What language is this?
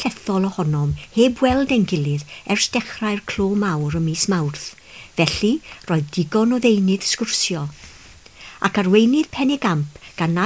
Welsh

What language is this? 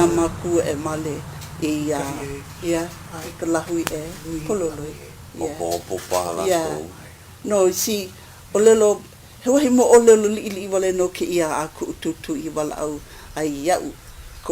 Hawaiian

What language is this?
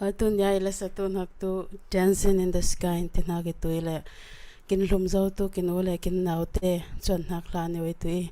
Falam Chin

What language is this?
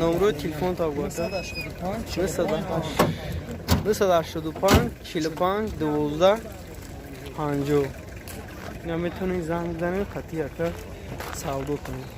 Tajik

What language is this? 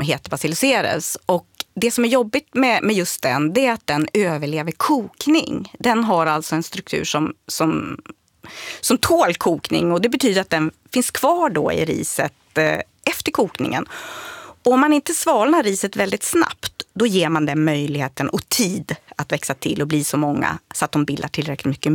Swedish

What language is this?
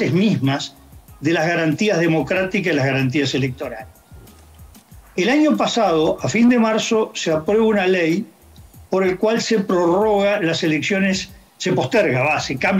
Spanish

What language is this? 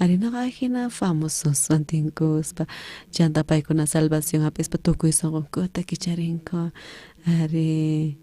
South Bolivian Quechua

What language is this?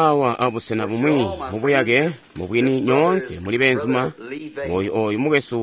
Tonga (Zambia)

